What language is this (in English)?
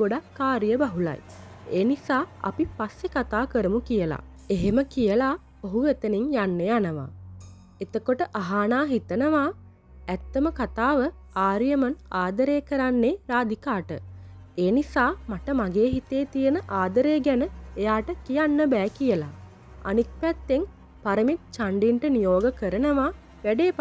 Sinhala